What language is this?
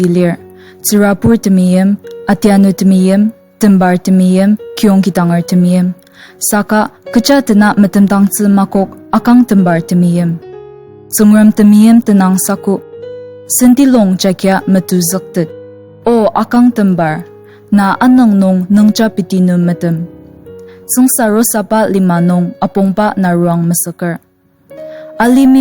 Ao Naga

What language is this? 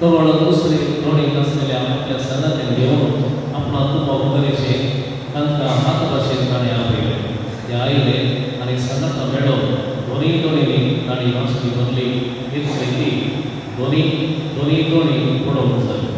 Konkani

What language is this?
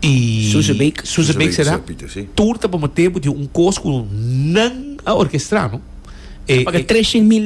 Papiamento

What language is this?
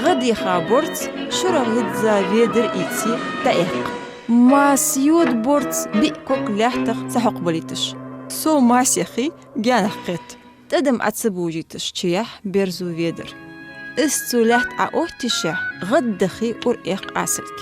Ingush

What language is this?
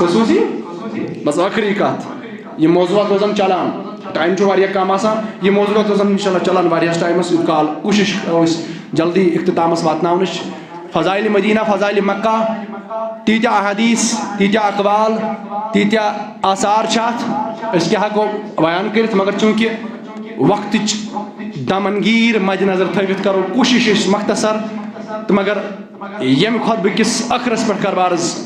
Kashmiri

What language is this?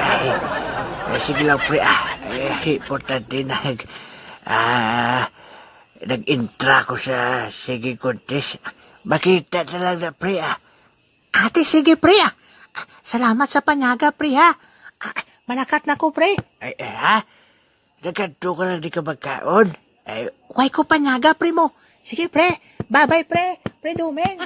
Hiligaynon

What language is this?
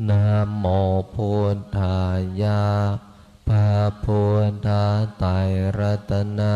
Pali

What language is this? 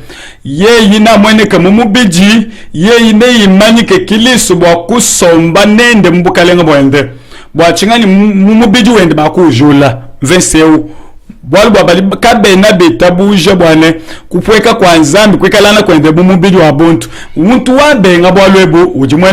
Luba-Lulua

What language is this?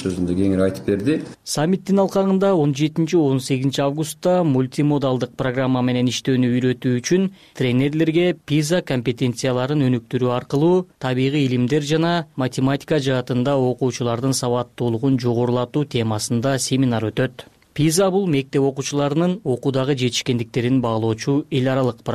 Kyrgyz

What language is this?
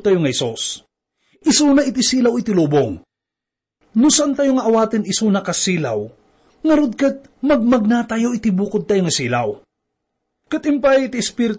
Iloko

